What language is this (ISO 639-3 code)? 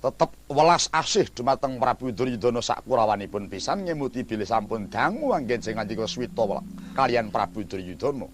jav